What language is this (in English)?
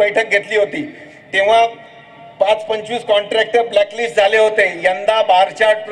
Marathi